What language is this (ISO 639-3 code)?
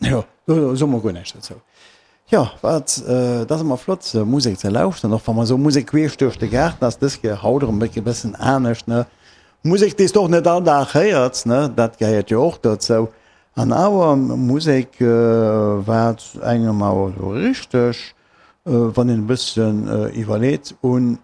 ltz